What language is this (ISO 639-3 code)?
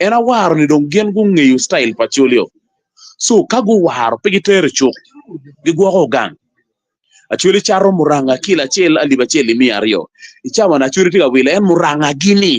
ach